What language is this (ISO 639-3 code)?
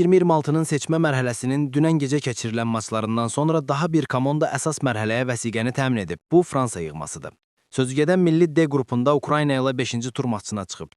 aze